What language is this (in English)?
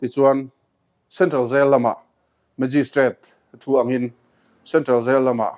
Mizo